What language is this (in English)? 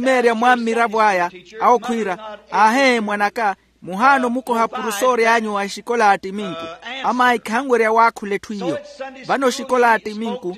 Makhuwa